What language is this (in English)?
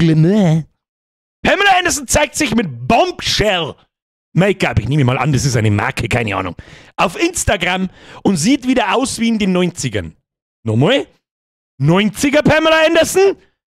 Bavarian